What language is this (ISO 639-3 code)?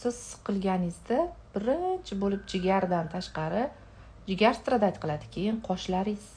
uzb